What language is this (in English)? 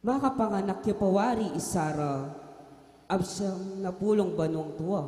Pampanga